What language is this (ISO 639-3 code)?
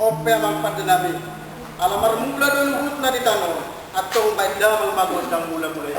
bbc